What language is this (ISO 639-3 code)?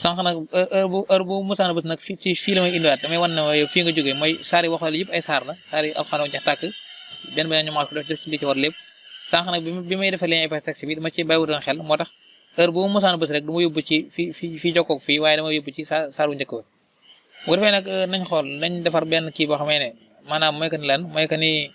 wol